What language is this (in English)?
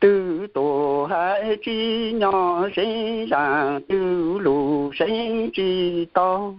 Hmong